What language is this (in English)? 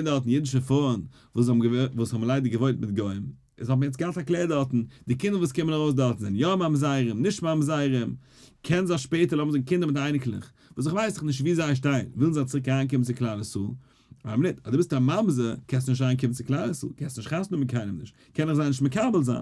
Yiddish